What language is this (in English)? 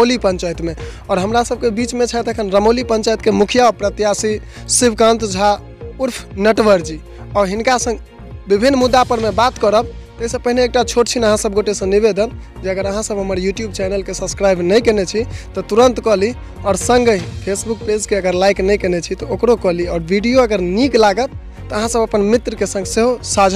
Maithili